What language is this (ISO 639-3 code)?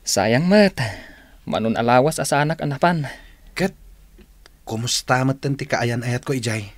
ilo